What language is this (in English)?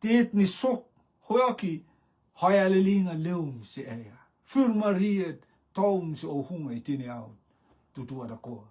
Rotuman